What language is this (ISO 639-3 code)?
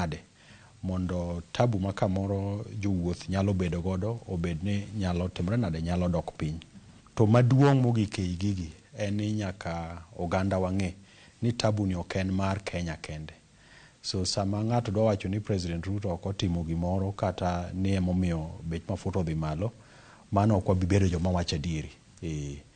luo